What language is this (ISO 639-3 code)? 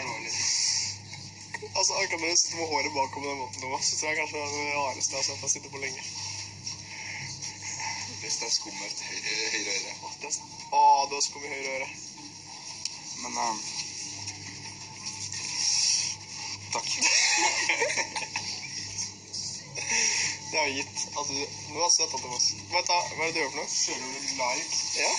nor